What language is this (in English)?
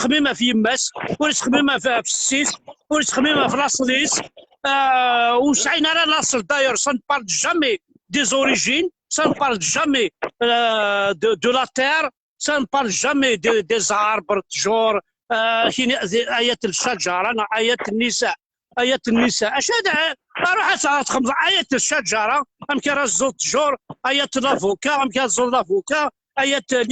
Kabyle